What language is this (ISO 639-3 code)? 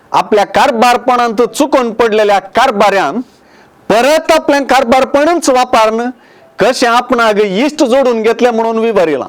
kok